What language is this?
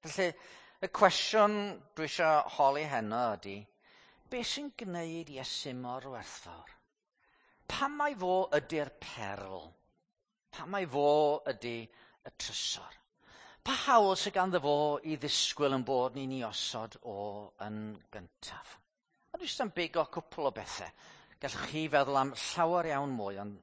Welsh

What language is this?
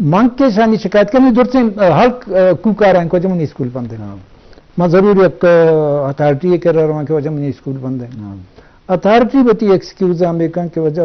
Eastern Balochi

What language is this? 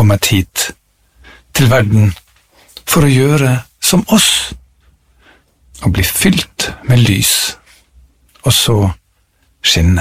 Norwegian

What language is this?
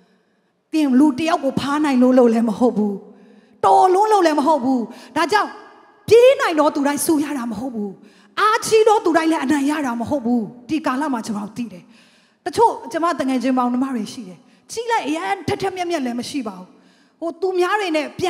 Burmese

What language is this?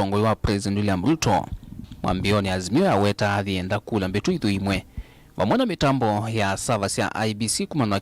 Kamba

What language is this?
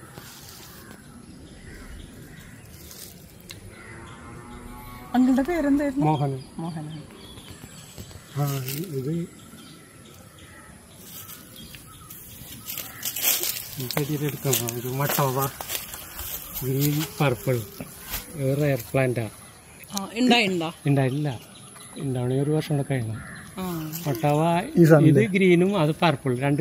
Malayalam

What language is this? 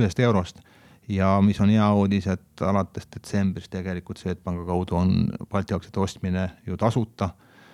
Estonian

